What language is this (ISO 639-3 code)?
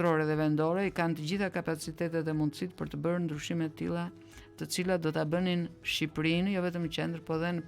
sqi